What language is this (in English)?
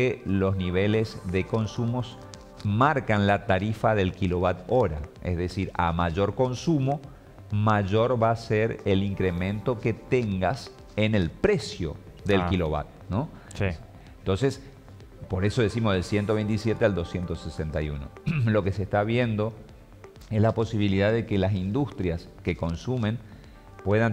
Spanish